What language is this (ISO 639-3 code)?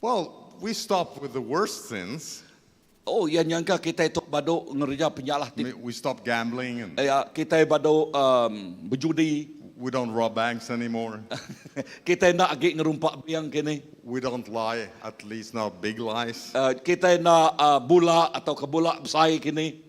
iba